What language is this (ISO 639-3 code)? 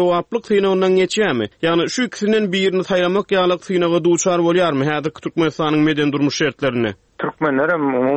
tuk